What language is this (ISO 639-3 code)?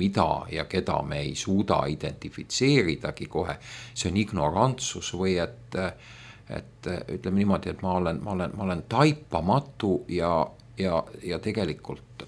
est